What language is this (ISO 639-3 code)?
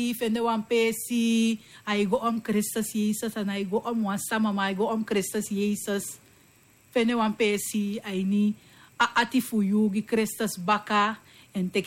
srn